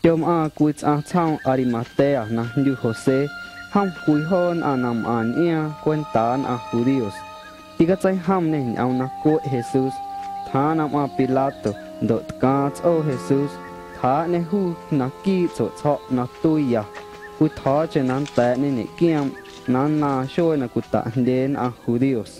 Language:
Guerrero Amuzgo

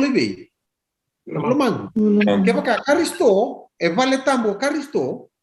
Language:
Fijian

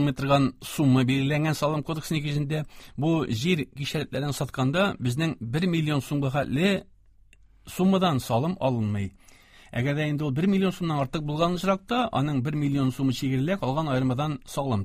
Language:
Tatar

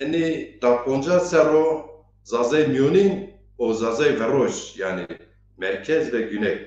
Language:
Zaza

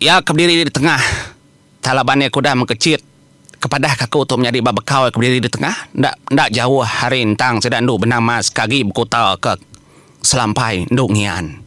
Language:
Iban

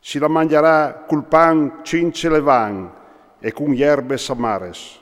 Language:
Friulian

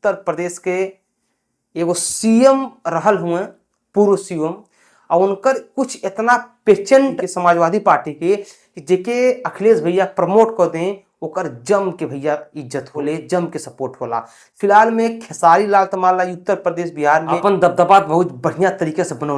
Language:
Bhojpuri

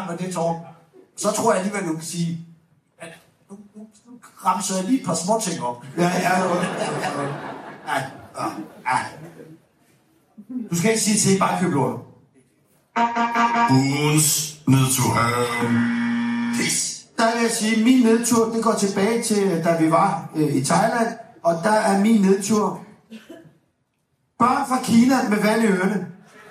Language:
Danish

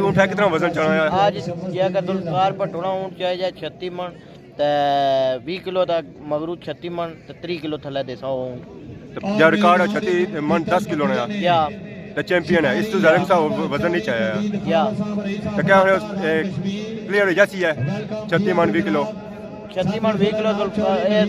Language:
Pahari-Potwari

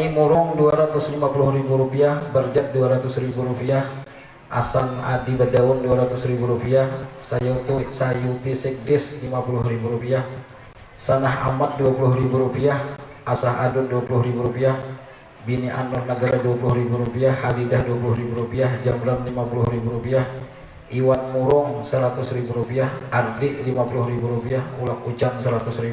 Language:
Banjar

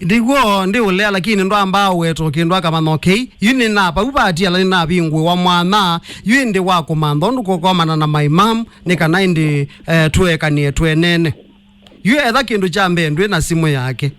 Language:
Kamba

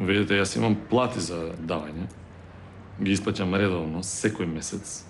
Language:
Macedonian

